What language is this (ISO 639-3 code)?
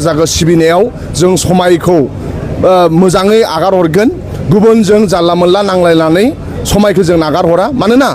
brx